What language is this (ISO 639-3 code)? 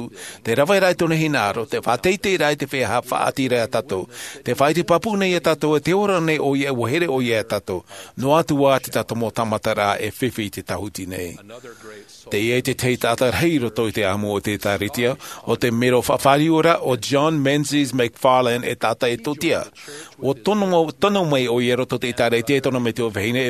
tah